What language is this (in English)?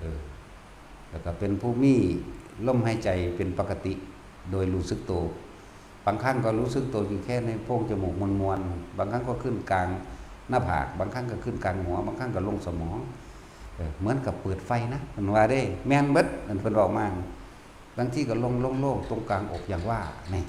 Northeastern Thai